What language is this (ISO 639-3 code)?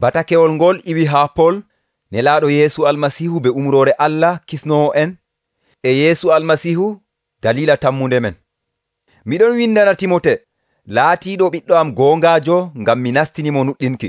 fuv